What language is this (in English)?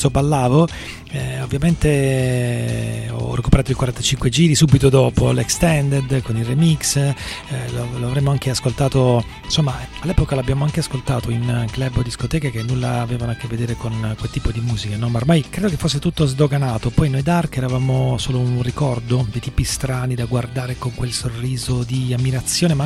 Italian